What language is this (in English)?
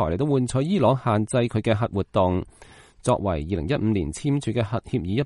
Cantonese